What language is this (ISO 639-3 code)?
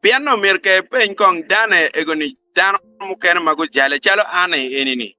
ach